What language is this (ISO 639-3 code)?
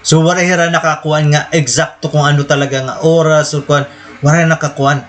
war